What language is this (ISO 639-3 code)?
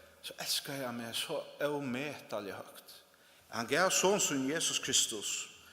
fao